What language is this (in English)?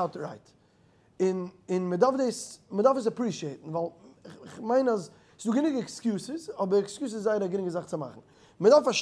Yiddish